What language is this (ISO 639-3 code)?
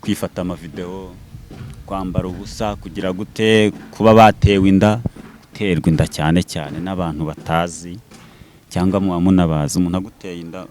kin